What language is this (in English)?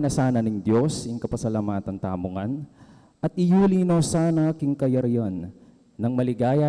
Pampanga